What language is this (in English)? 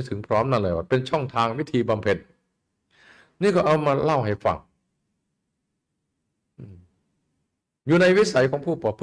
Thai